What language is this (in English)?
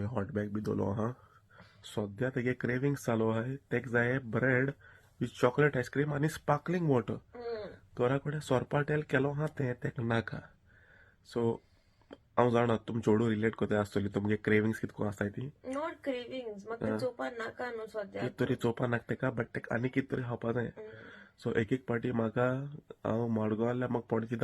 Konkani